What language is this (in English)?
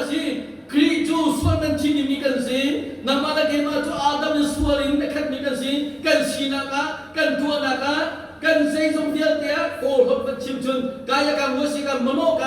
Hakha Chin